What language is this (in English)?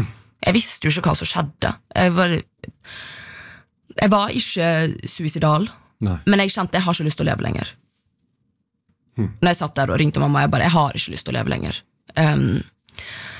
Norwegian